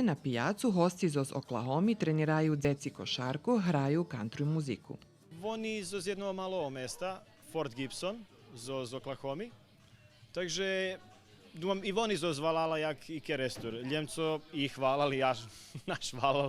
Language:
Rusyn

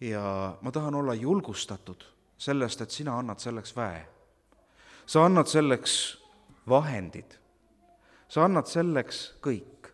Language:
Estonian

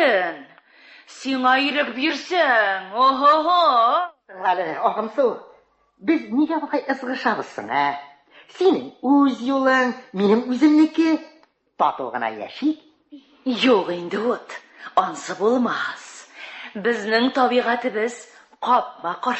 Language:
Tatar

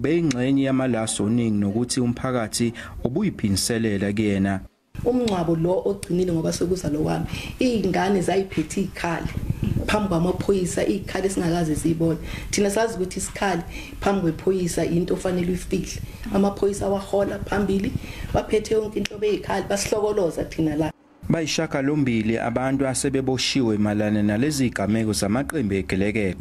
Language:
Zulu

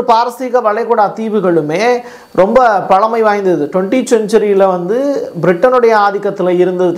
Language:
Tamil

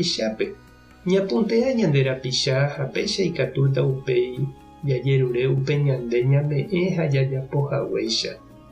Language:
Guarani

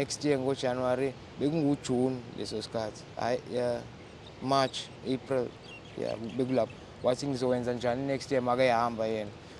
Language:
Zulu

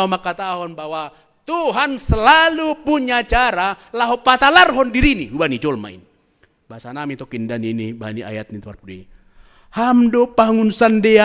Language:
Batak Simalungun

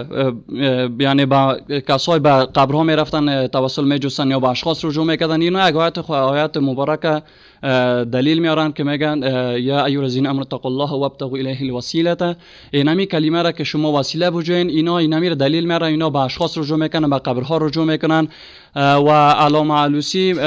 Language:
Persian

